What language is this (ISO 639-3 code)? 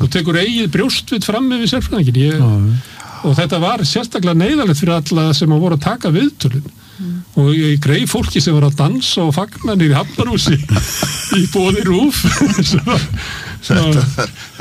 isl